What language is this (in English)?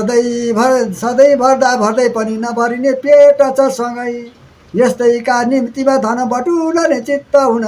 Nepali